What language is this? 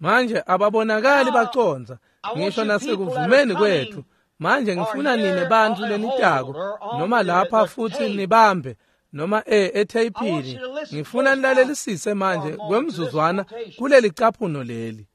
Swati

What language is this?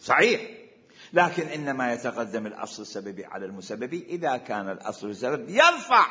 Mesopotamian Arabic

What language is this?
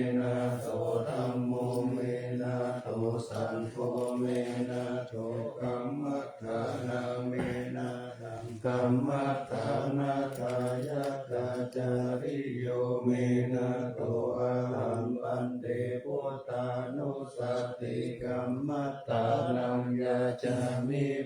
Pali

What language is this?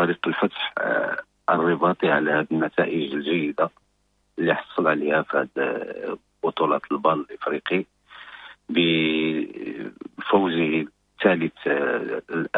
Moroccan Arabic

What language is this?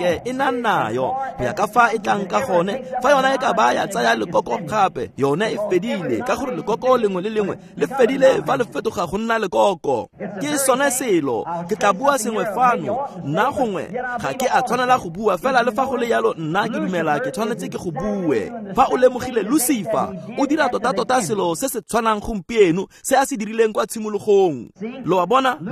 Tswana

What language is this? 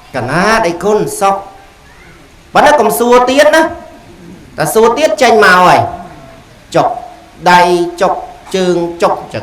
Khmer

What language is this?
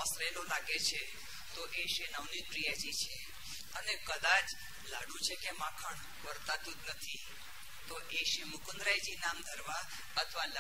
Gujarati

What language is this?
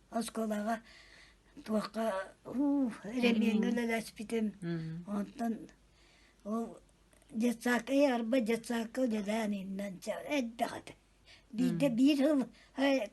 Yakut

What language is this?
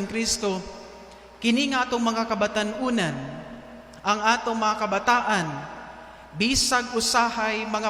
Cebuano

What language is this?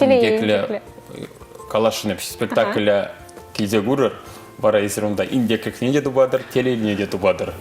Chuvash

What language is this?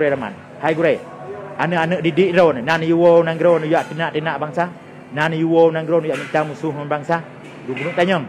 Achinese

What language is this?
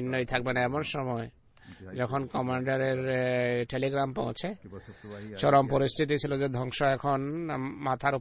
Bangla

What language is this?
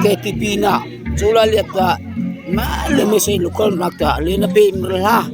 Mara Chin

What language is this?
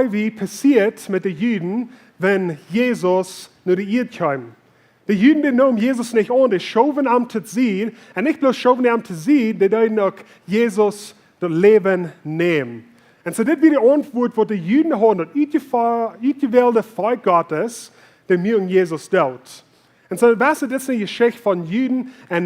Plautdietsch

